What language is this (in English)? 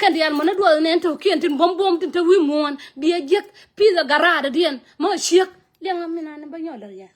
Nuer